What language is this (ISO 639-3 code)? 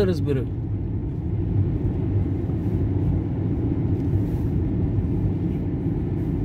bul